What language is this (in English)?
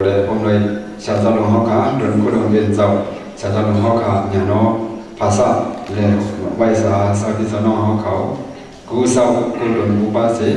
Shan